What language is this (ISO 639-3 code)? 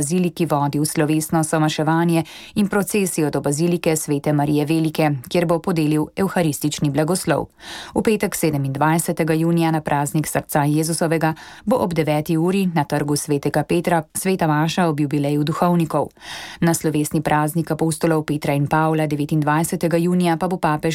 slv